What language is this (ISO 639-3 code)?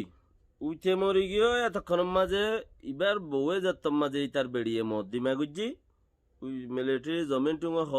rhg